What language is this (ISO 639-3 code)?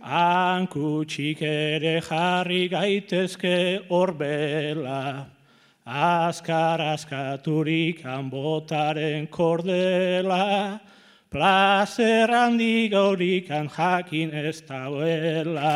eus